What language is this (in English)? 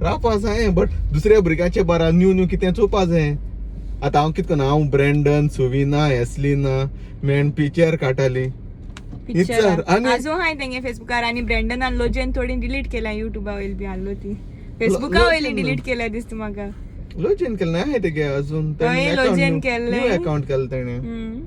Konkani